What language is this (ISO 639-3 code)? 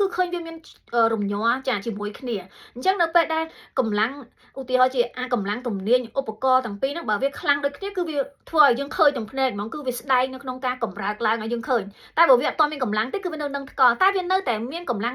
khm